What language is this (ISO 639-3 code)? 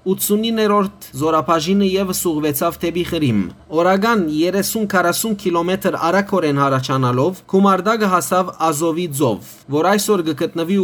hyw